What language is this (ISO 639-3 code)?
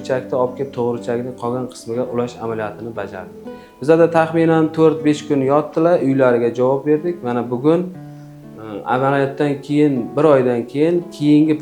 uzb